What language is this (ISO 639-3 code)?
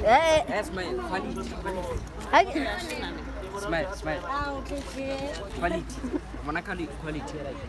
nso